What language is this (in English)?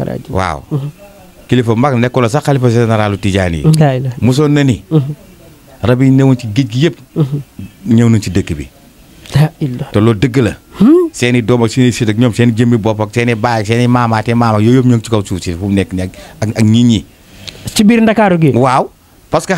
Wolof